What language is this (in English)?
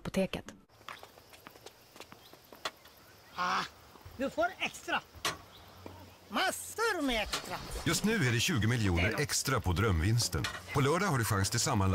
Swedish